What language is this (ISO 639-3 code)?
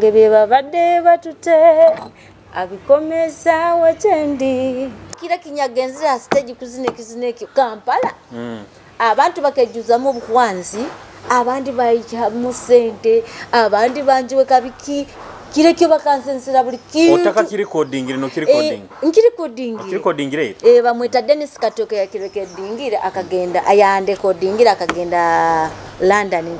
nyo